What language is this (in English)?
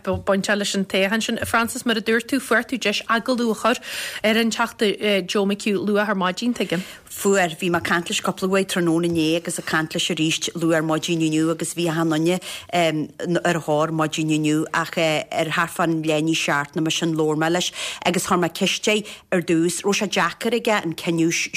Irish